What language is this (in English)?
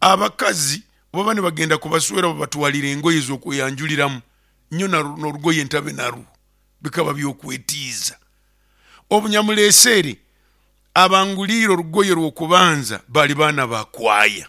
Nyoro